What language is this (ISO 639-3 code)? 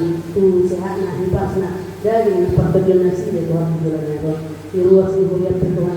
bbc